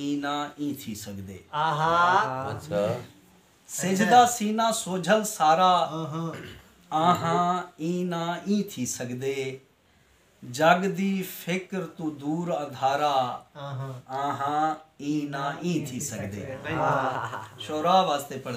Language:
Saraiki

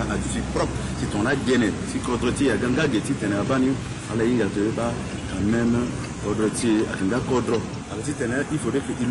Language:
Sango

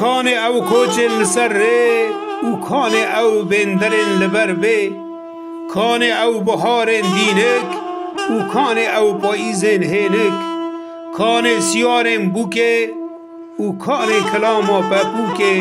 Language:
Kurdish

